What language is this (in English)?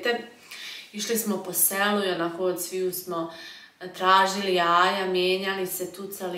Croatian